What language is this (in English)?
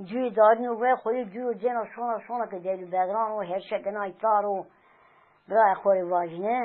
Zaza